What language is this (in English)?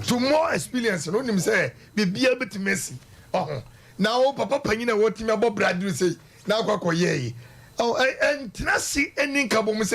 Akan